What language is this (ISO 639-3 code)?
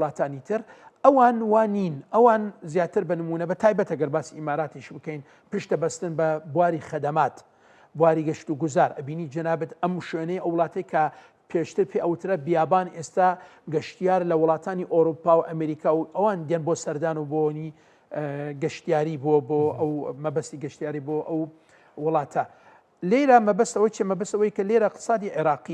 ckb